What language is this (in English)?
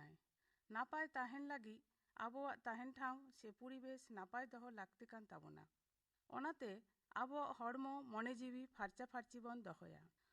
Santali